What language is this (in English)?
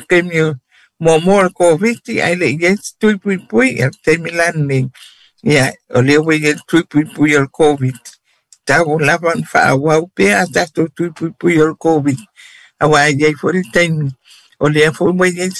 Samoan